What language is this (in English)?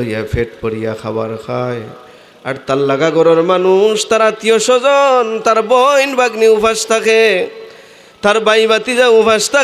Sylheti